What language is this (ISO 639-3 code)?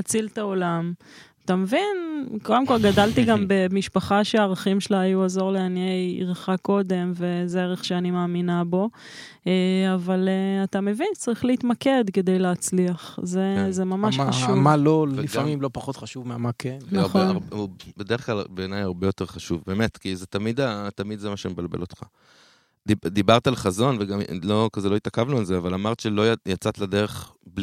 heb